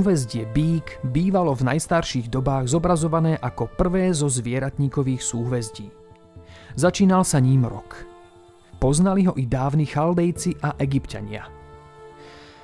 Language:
Slovak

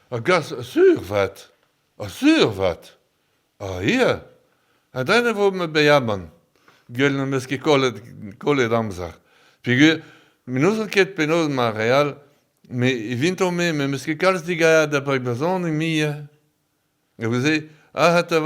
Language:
Breton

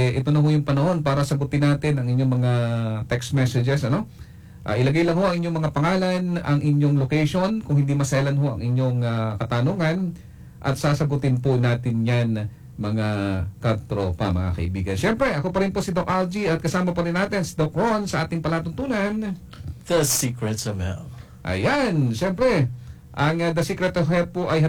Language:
Filipino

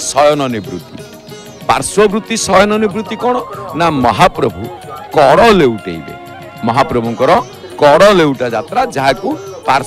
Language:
Odia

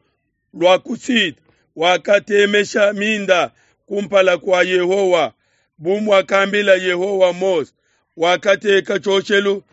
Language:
Luba-Lulua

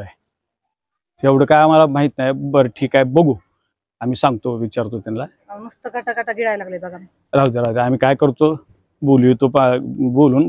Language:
Marathi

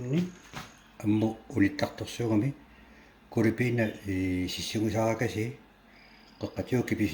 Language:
Kalaallisut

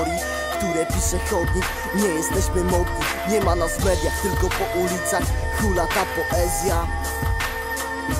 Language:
Polish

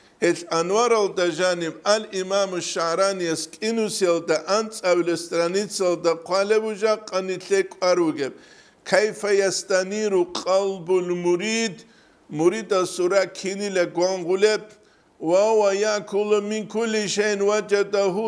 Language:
Avaric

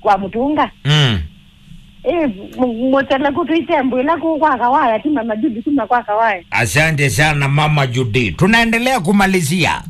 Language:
Kamba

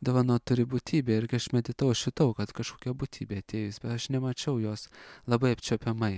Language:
Lithuanian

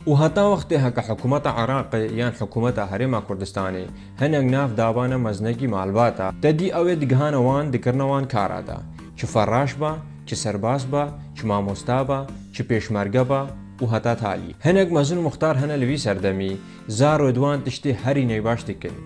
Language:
Kurdish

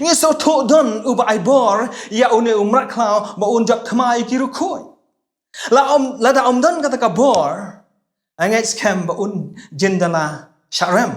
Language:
Khasi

